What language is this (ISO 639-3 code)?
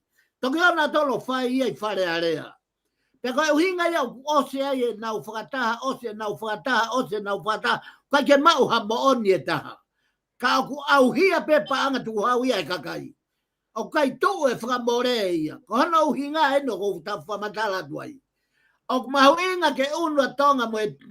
ton